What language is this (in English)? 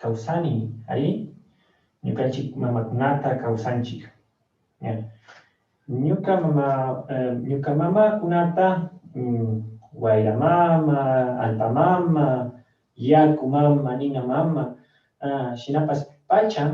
Chimborazo Highland Quichua